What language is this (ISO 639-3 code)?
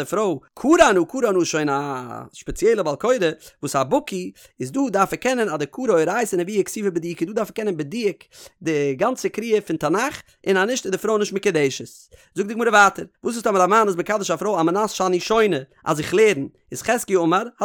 yid